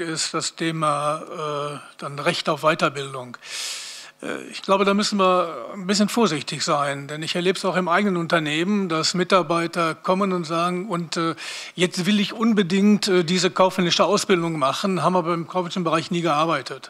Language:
German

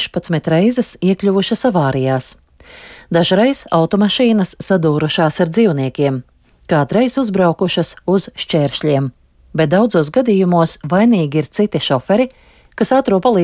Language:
Latvian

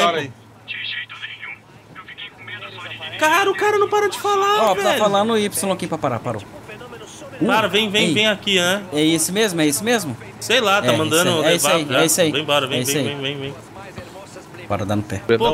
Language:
Portuguese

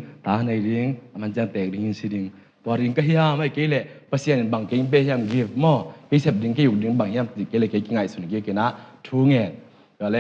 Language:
Tedim Chin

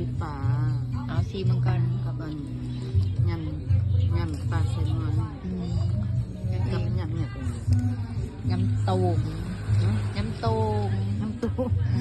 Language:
Lao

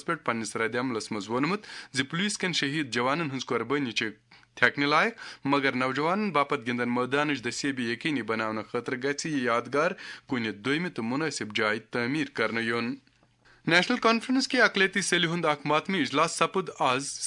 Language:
Kashmiri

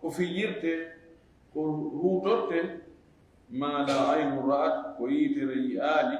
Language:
Fula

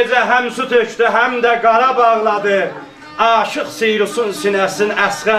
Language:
South Azerbaijani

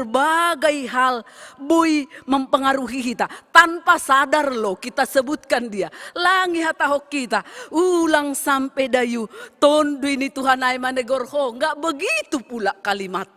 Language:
Batak Simalungun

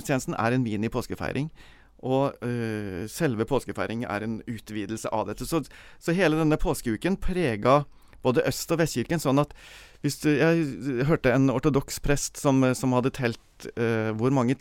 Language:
Norwegian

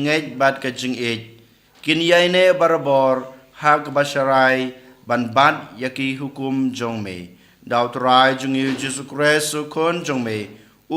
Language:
Khasi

